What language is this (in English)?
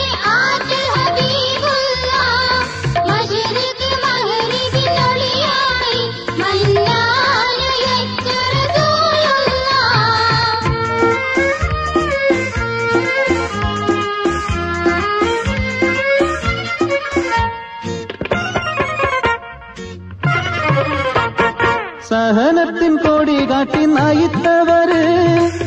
Malayalam